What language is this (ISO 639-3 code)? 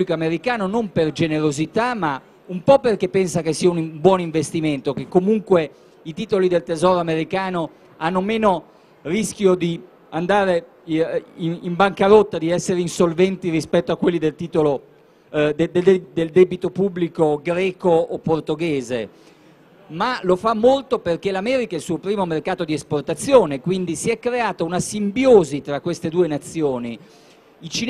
ita